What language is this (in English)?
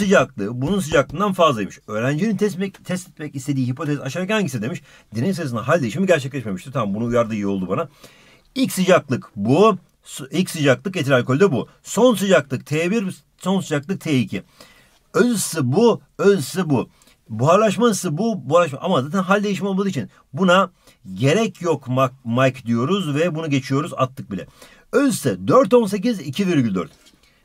Turkish